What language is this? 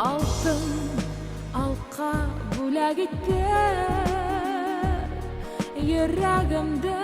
Bashkir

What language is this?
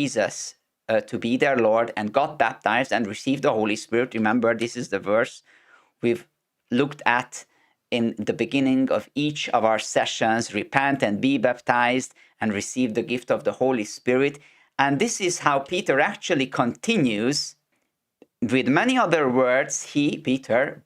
English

